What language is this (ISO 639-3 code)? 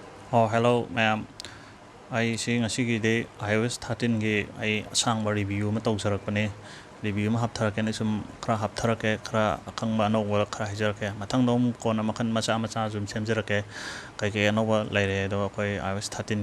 mni